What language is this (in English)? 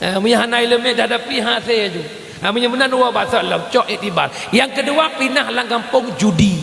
Achinese